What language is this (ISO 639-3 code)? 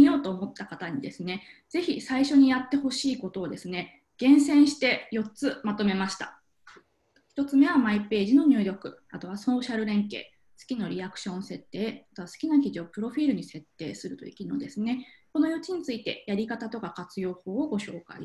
jpn